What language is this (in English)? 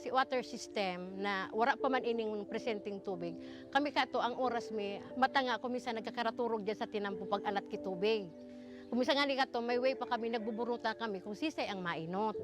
Bikol